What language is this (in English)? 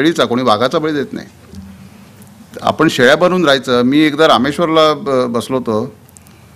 Marathi